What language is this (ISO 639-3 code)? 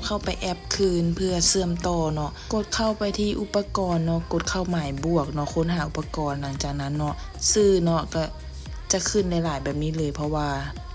lao